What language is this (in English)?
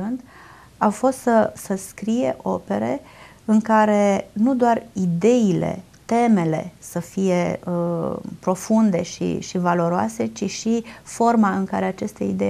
Romanian